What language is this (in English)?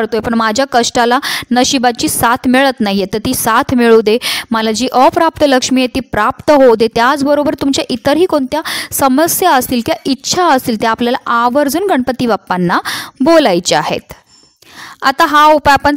Marathi